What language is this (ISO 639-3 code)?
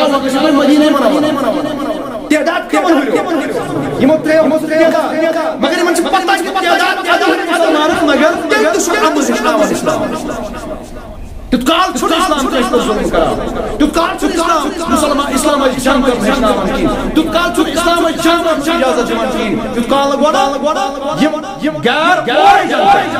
kas